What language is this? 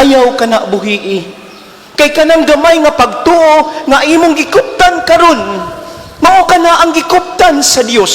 Cebuano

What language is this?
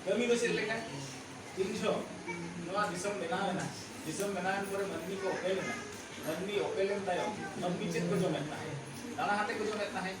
Santali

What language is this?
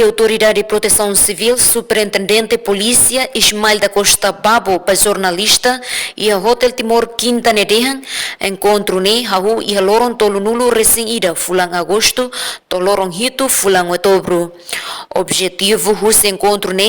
Tetum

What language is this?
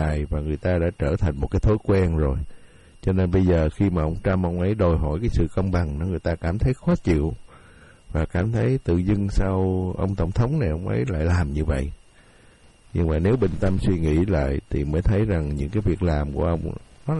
Vietnamese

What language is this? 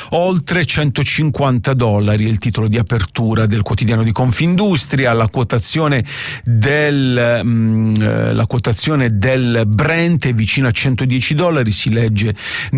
Italian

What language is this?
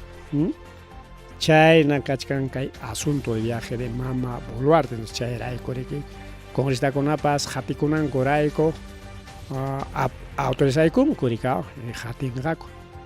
Ayacucho Quechua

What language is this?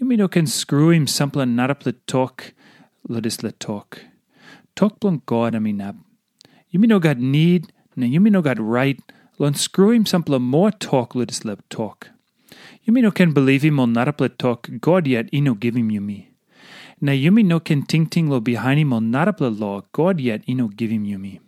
Tok Pisin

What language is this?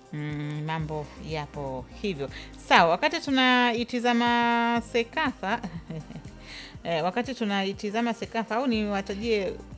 Swahili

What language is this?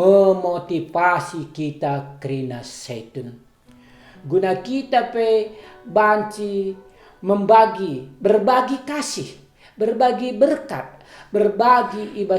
Batak Karo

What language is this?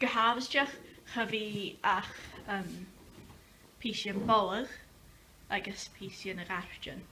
Scottish Gaelic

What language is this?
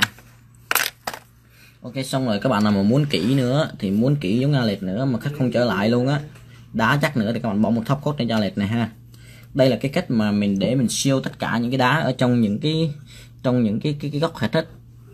Vietnamese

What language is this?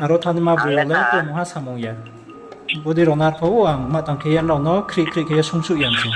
Riang (India)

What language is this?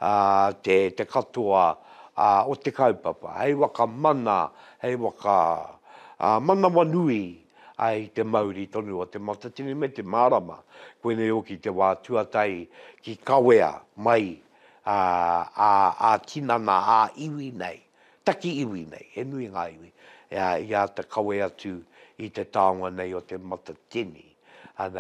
Māori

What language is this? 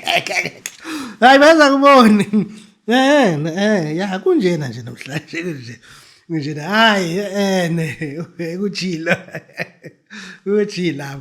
Zulu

